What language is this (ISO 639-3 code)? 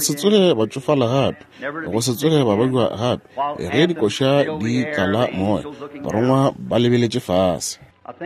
nso